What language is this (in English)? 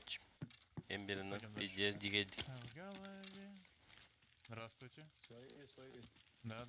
Yakut